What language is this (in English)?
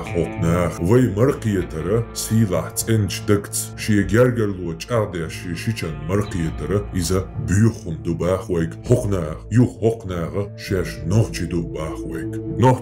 Chechen